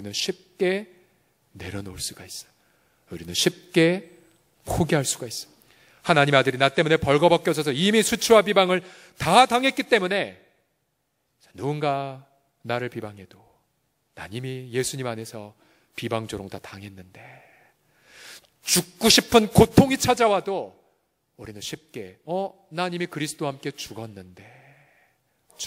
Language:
Korean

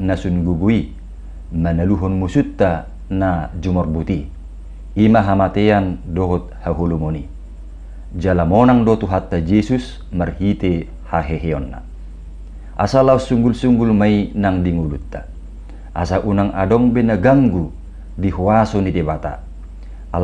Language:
Batak Toba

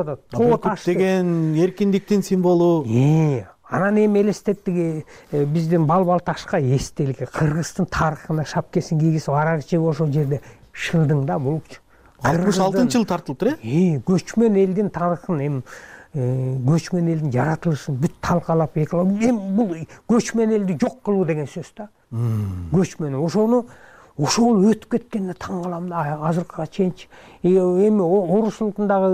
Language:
Kyrgyz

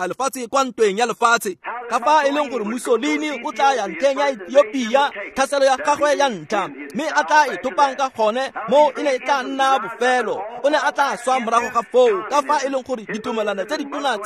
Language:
Tswana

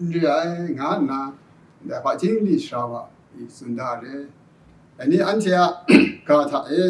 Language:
Kachin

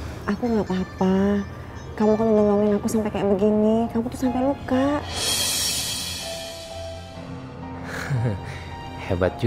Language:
Indonesian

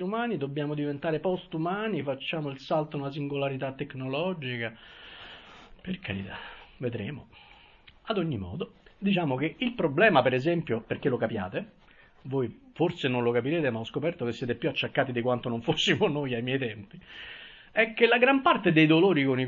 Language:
Italian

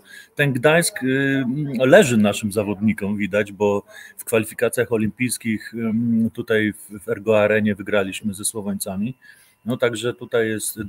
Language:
Polish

